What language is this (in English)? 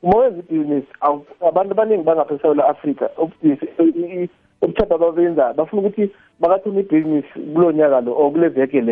South Ndebele